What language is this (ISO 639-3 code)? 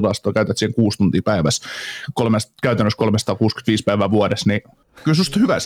fin